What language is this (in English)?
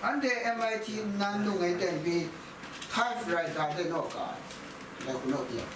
Kachin